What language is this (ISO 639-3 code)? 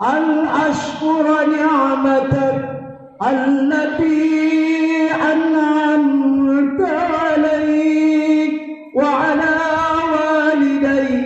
mrw